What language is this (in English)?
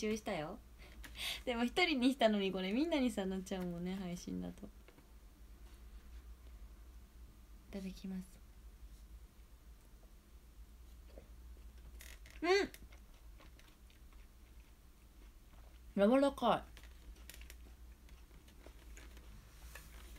Japanese